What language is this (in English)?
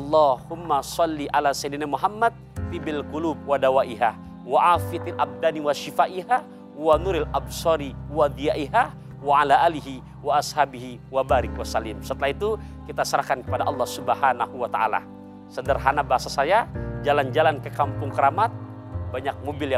Indonesian